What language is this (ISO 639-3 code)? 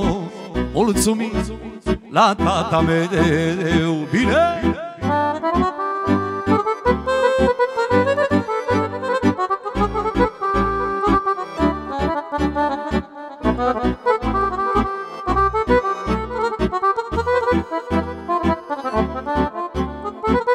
ron